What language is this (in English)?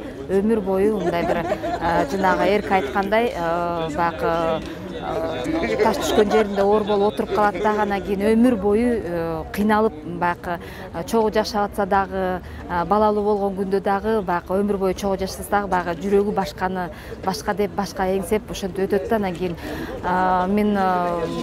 Kyrgyz